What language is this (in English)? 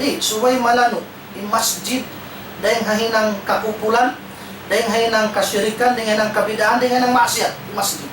Tausug